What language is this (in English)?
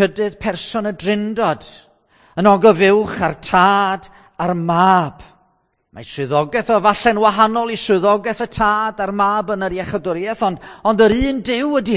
Welsh